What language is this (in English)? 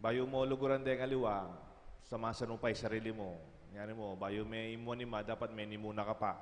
Pampanga